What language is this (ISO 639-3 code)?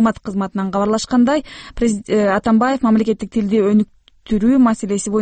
kir